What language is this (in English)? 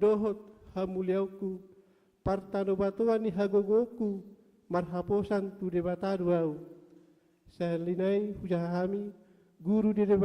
Batak Toba